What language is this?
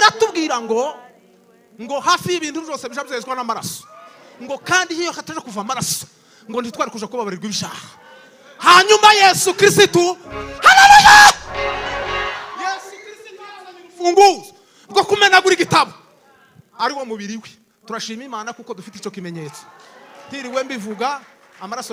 Kinyarwanda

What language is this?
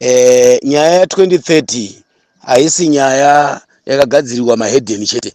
Shona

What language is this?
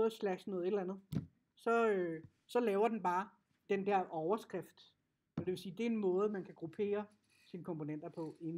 Danish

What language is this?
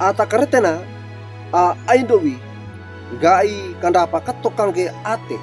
Wejewa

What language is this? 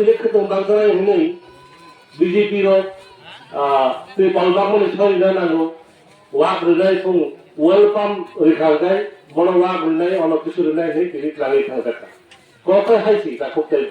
Kok Borok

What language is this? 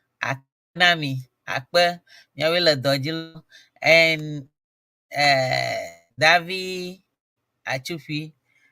Ewe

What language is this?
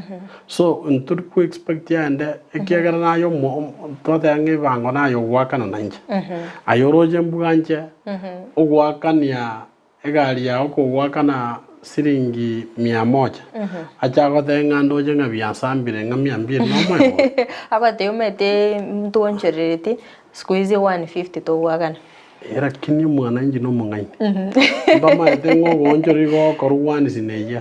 Gusii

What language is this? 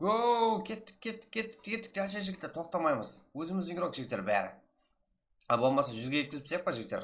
Kara-Kalpak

